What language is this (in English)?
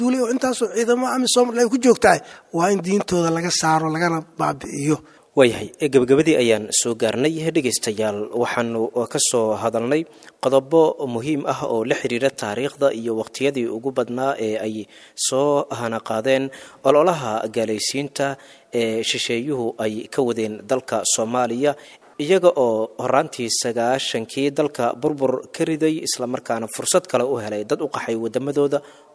Somali